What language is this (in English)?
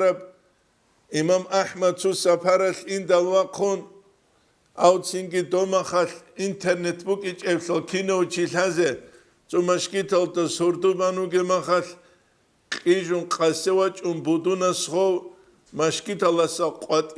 Avaric